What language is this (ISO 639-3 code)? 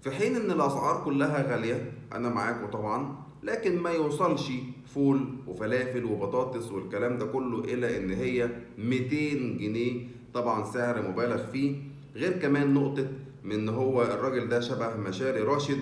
arz